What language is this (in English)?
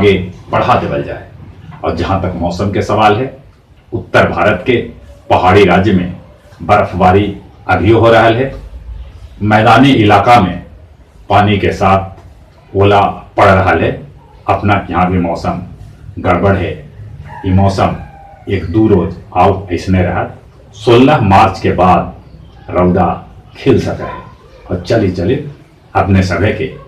Magahi